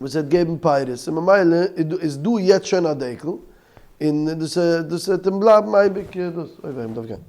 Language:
Yiddish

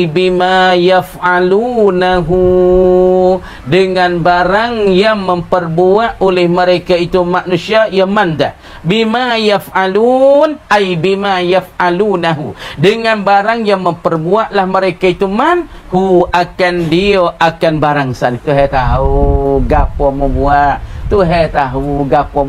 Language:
Pattani Malay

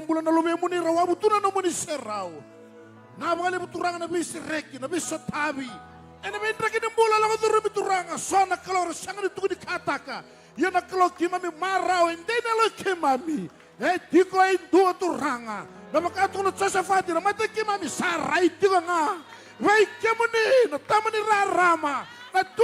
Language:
Fijian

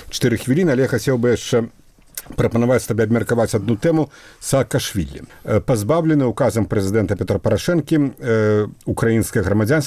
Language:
Belarusian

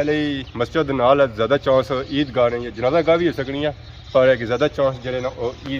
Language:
Pahari-Potwari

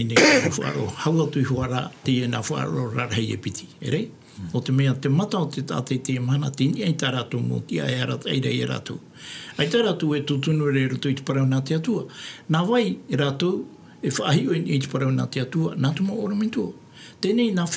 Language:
Tahitian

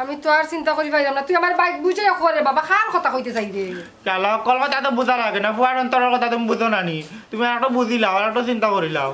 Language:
Sylheti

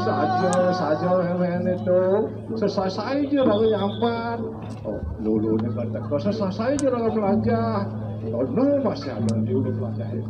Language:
Balinese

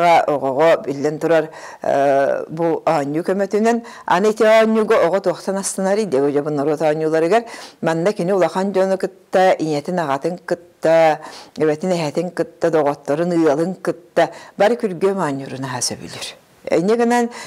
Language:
Yakut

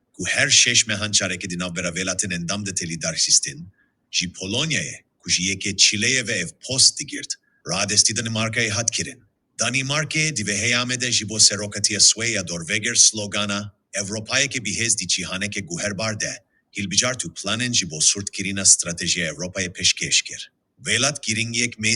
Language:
Kurdish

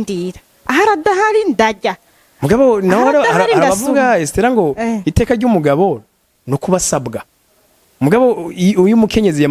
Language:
Rundi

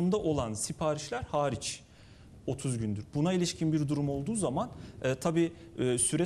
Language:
Turkish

